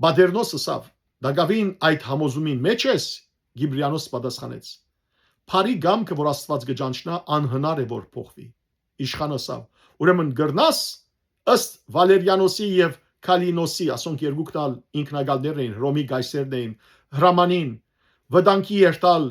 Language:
Western Armenian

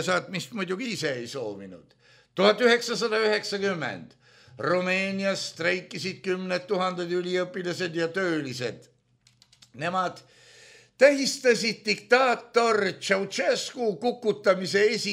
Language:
Estonian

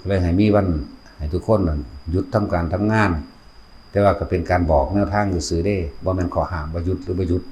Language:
Northeastern Thai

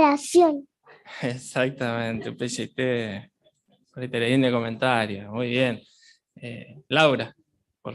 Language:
Guarani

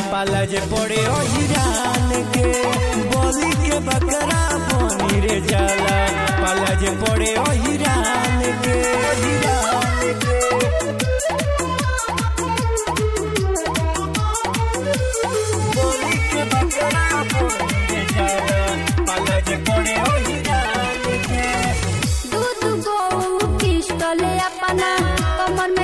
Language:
Bhojpuri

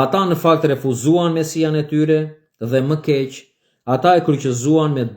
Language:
Albanian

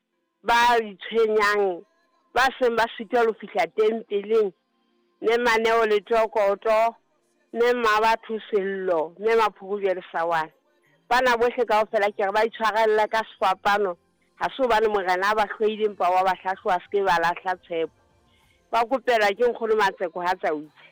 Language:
Southern Sotho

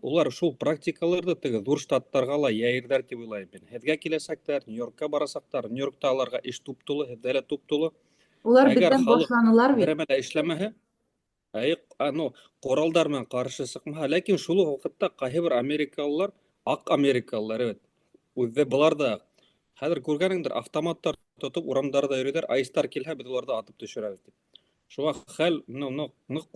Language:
Bashkir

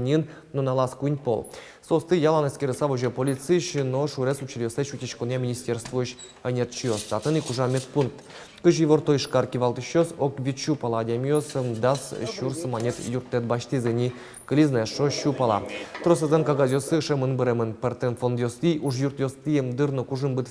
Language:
Udmurt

